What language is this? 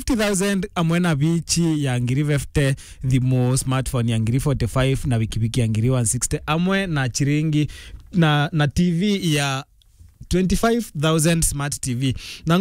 Meru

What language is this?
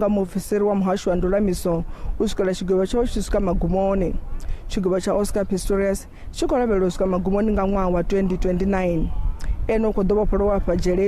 Venda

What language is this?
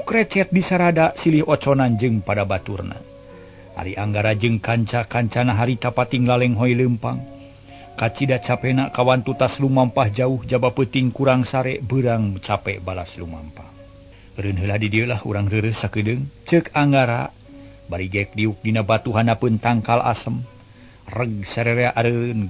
Sundanese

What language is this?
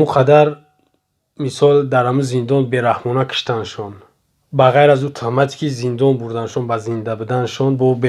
Tajik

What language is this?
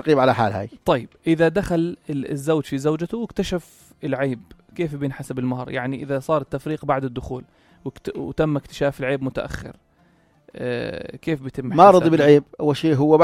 North Levantine Arabic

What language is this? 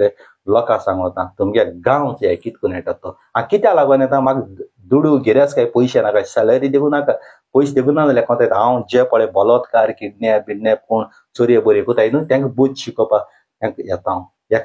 Konkani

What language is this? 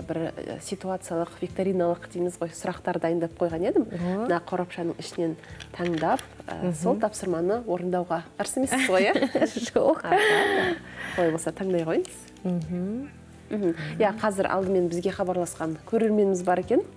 Kazakh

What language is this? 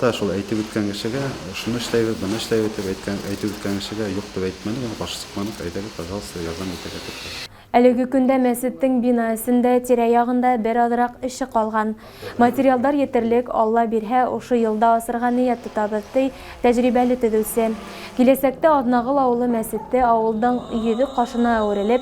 Bashkir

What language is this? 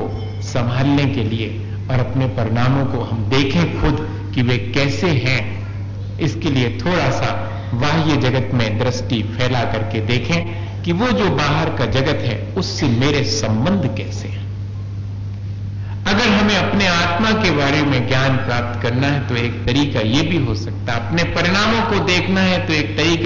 Hindi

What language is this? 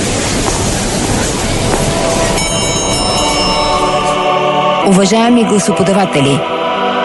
Bulgarian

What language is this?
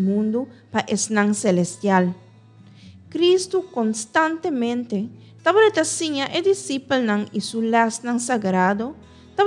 Papiamento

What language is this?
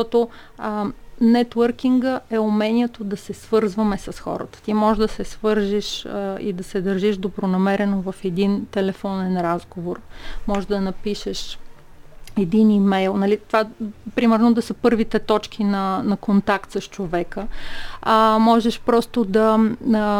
Bulgarian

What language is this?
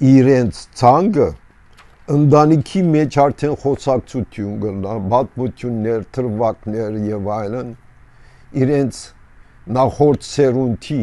Armenian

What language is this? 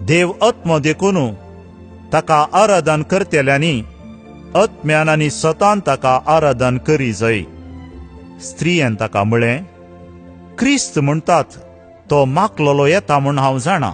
Konkani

